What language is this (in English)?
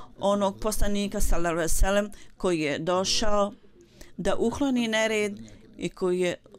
Bosnian